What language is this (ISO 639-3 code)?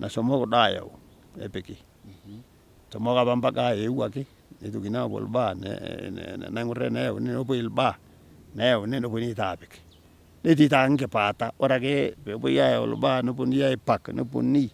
mas